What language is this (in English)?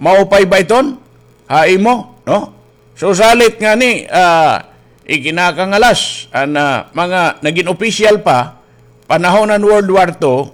Waray